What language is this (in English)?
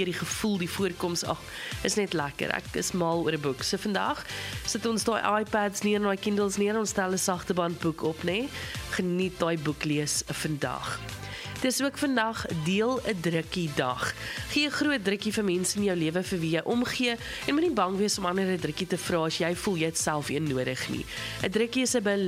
Afrikaans